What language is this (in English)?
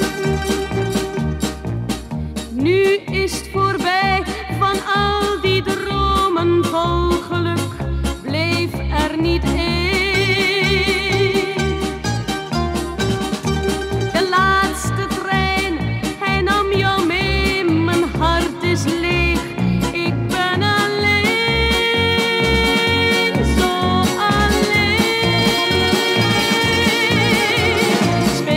Dutch